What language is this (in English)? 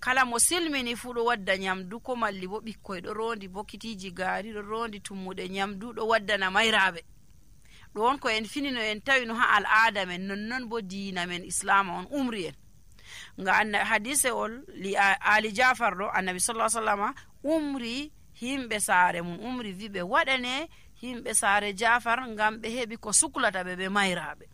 Nigerian Fulfulde